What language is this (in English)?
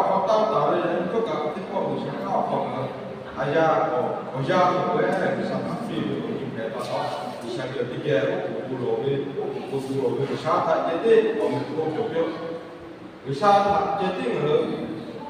Lahu